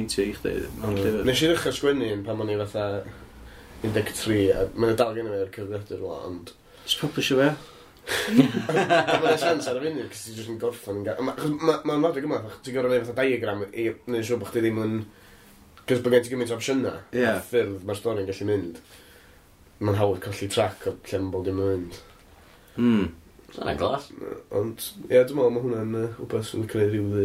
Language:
Welsh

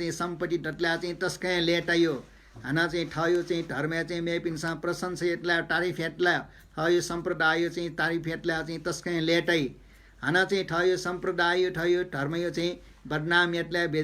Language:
Newari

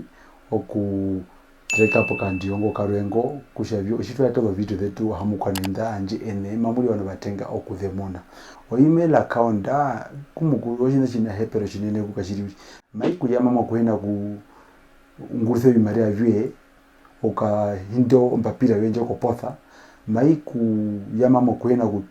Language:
Herero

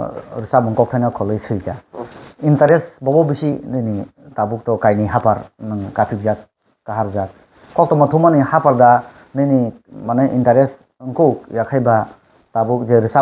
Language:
Kok Borok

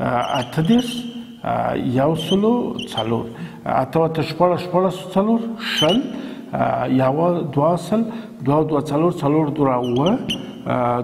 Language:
Pashto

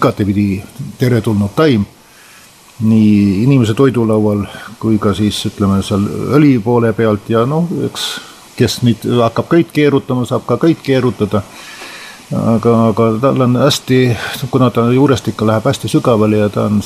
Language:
Estonian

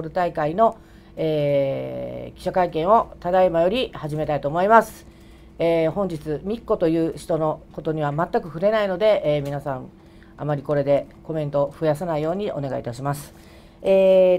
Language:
Japanese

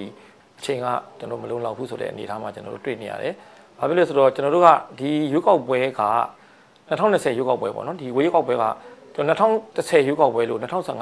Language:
Burmese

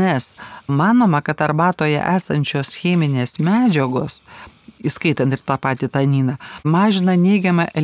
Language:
Lithuanian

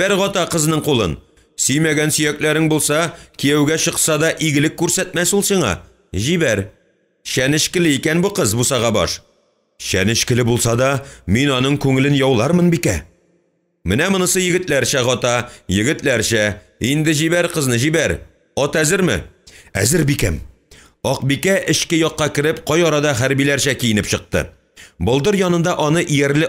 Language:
Tatar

